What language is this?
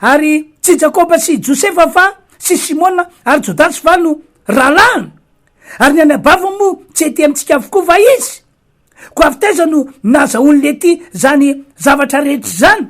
Malagasy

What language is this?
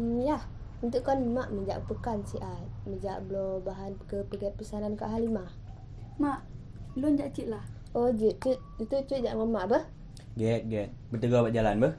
Achinese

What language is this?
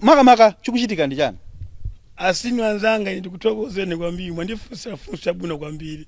Nyanja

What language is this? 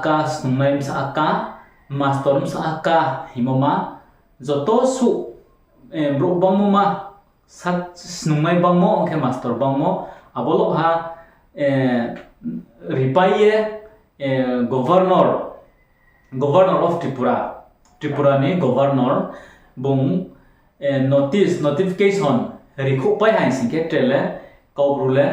Riang (India)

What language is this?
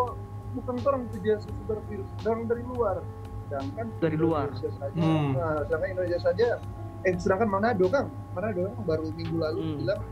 Manado Malay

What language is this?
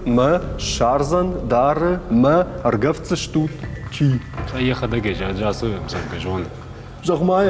Ossetic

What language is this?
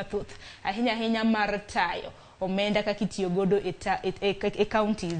Luo (Kenya and Tanzania)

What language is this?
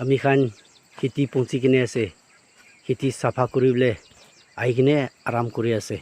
Naga Pidgin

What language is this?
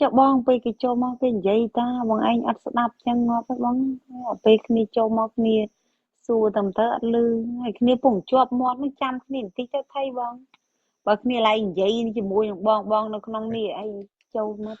Khmer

